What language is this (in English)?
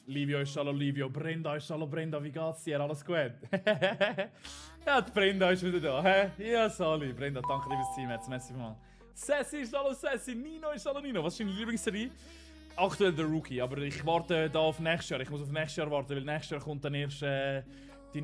Swiss German